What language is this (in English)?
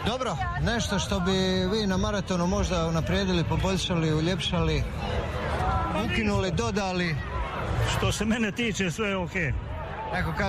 Croatian